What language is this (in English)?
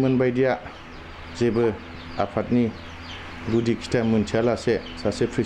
Bodo